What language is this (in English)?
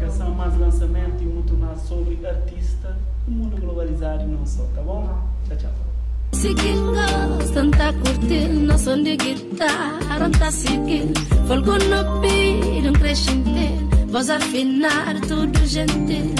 Kabuverdianu